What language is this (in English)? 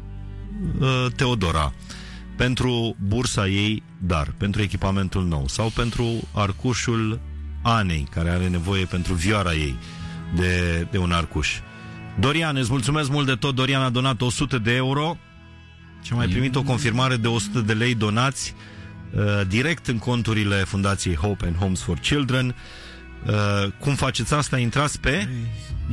Romanian